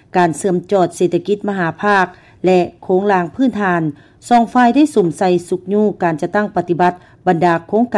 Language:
Lao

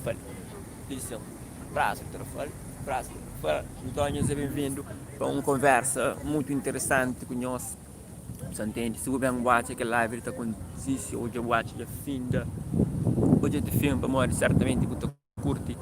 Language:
Kabuverdianu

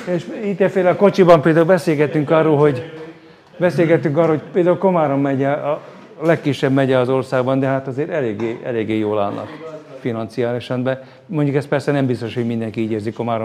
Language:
Hungarian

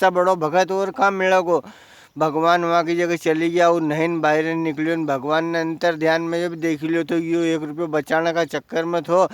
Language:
Rajasthani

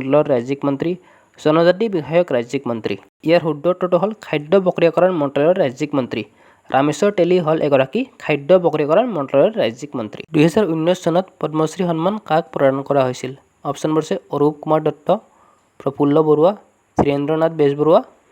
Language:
Assamese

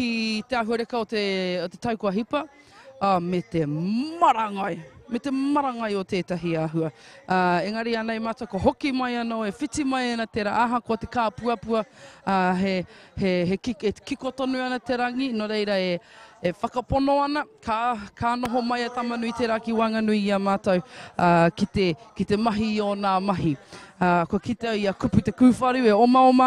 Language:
Māori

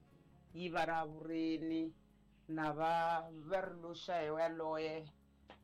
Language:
Tsonga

